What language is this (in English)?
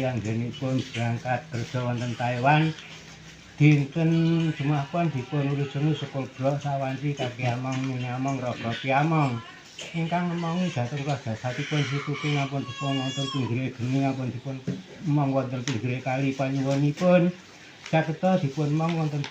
Javanese